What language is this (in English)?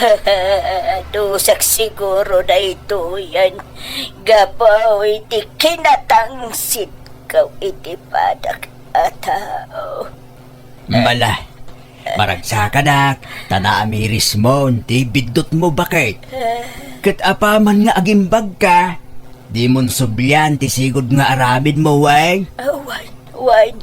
Iloko